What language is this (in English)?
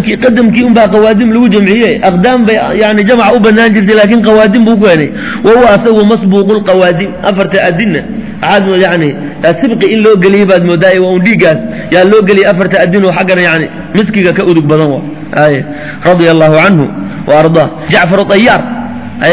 Somali